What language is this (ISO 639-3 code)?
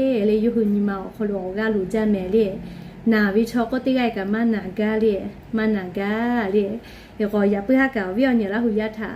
lhu